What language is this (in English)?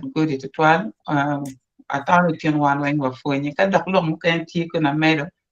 Acoli